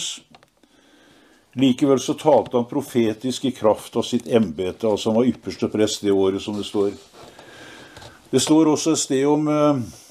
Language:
Norwegian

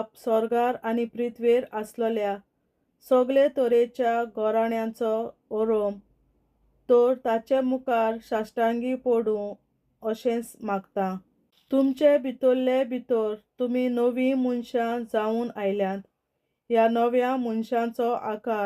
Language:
Konkani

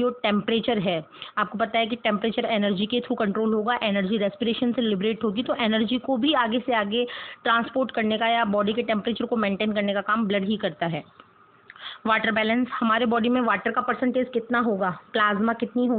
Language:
Hindi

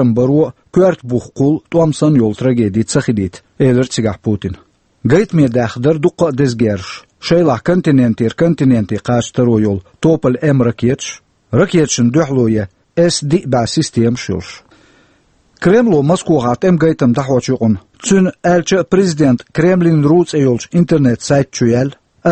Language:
Chechen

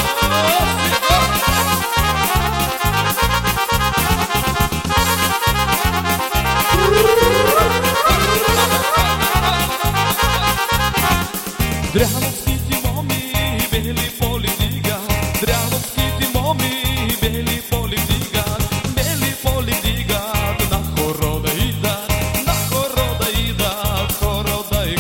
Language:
Bulgarian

